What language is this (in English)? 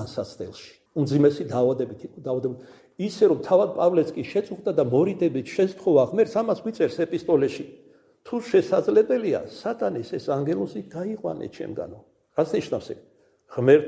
Georgian